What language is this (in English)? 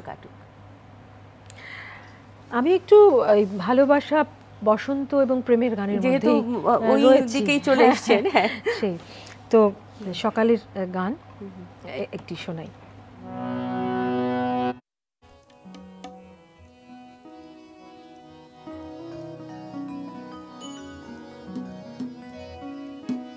Bangla